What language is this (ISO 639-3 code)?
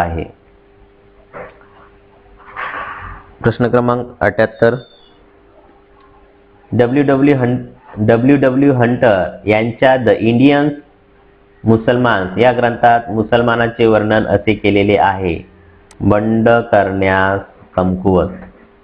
mar